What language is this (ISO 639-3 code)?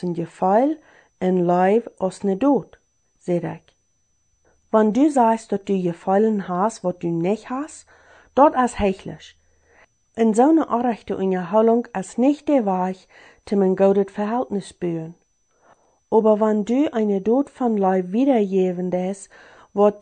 pdt